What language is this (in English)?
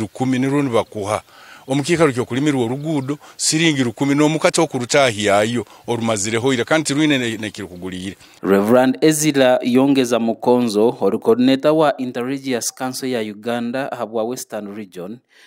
Nyankole